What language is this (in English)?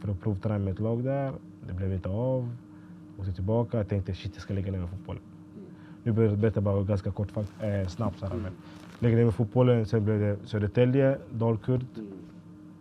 Swedish